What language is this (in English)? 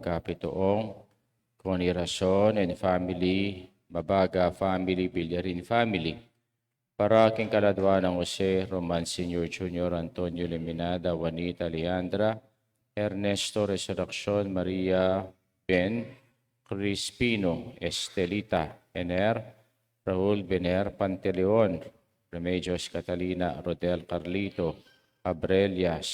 Pampanga